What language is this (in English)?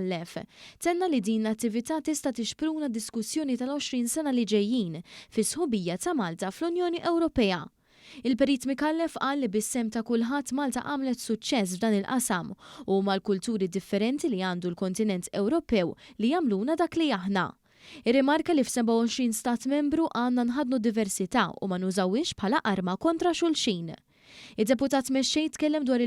Maltese